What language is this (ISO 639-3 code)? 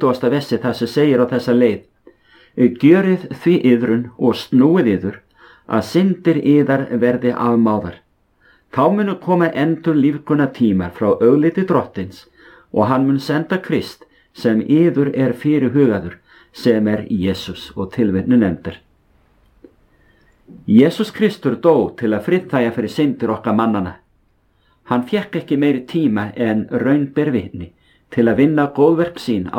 isl